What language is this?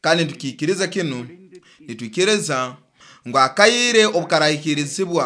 Nyoro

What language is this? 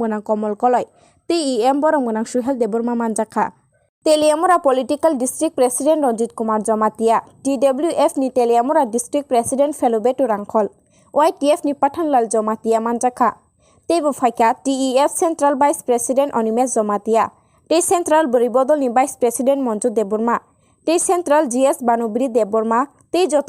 Kok Borok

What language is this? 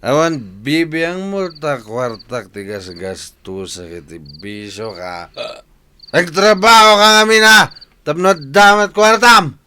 Iloko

